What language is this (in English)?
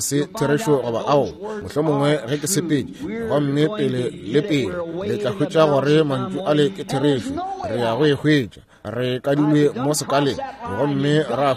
Northern Sotho